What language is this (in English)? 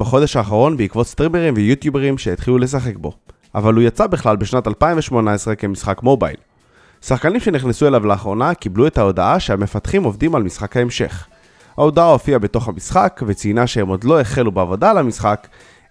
Hebrew